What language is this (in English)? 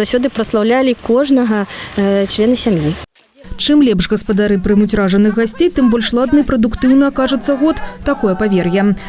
Belarusian